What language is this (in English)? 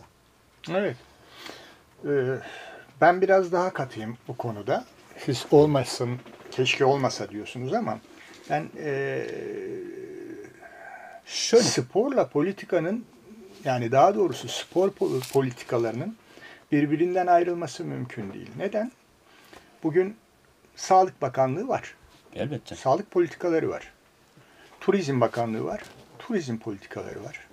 Turkish